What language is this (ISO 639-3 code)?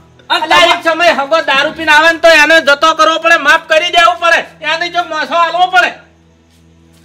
guj